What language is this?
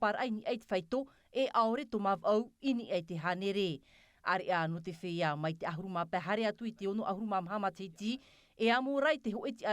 Tahitian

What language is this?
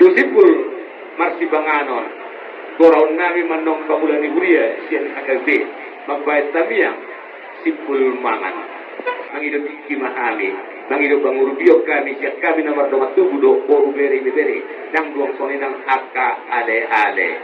Batak Toba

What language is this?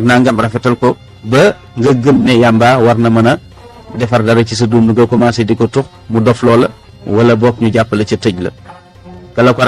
Wolof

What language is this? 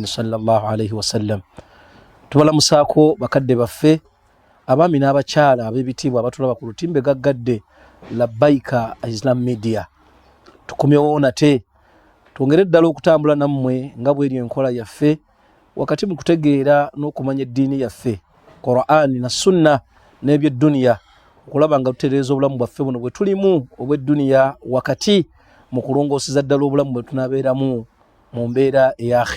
Ganda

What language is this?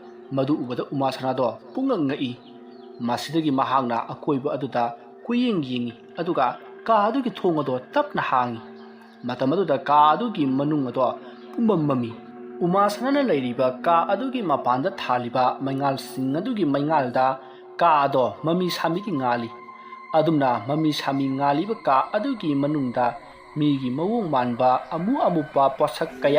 Manipuri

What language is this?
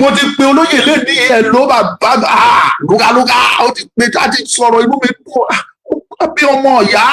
Yoruba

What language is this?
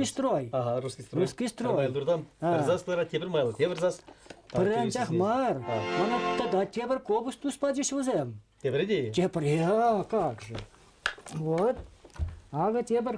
Chuvash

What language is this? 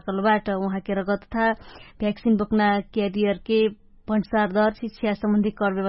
Dangaura Tharu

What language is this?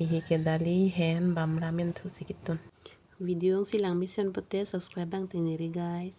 Karbi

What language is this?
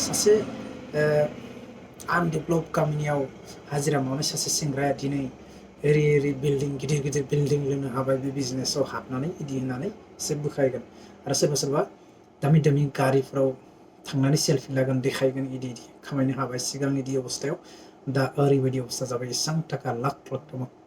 Bodo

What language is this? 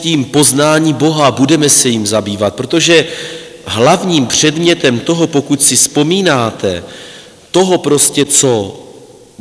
Czech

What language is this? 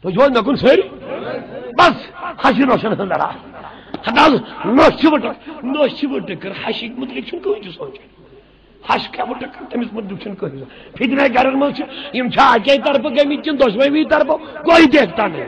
Kashmiri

